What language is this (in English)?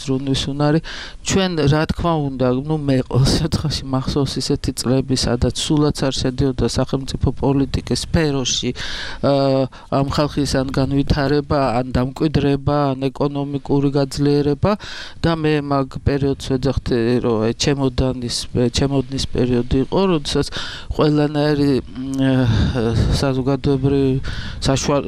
Georgian